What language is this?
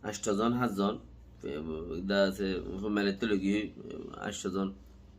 Rohingya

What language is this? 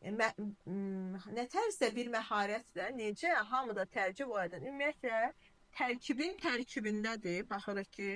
Azerbaijani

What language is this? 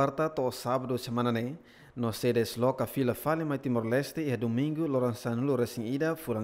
Tetum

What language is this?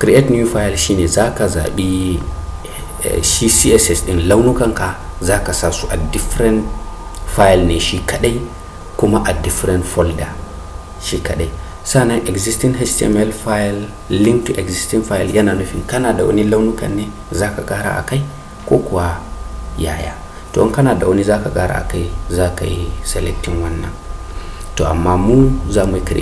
Hausa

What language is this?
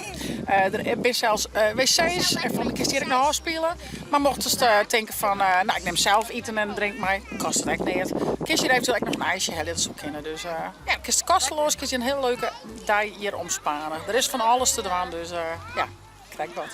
Western Frisian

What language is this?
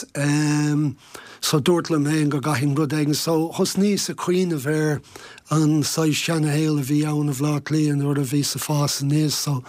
Irish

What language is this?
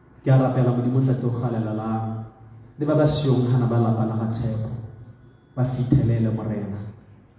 Tswana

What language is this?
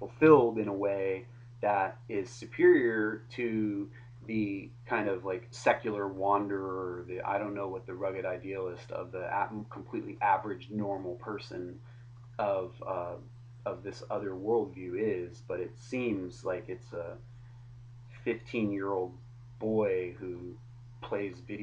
English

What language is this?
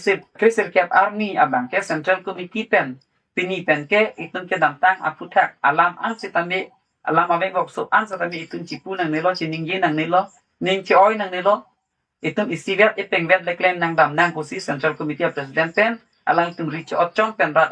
Karbi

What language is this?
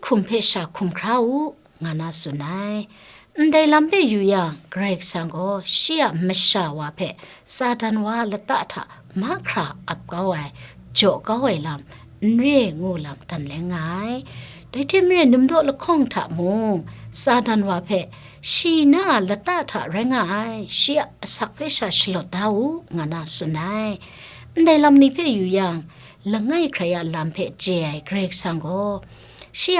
Kachin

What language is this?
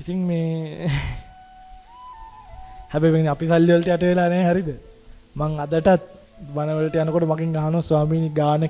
Sinhala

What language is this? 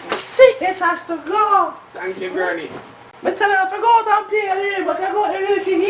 Jamaican Creole English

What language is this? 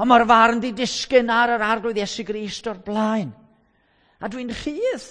Welsh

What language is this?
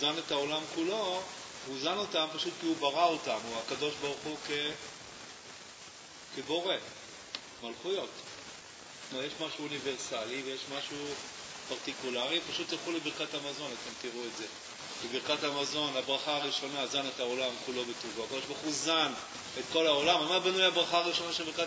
Hebrew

